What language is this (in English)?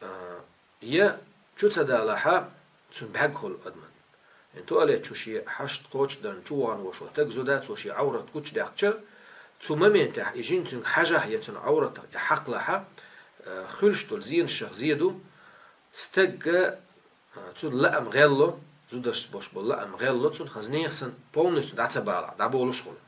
Chechen